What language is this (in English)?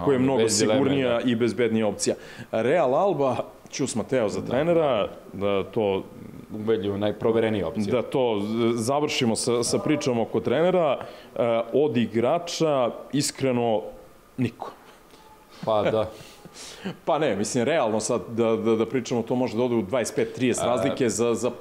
Serbian